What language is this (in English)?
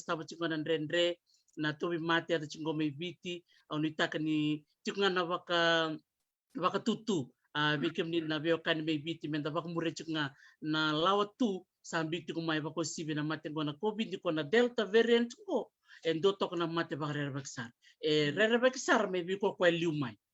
Fijian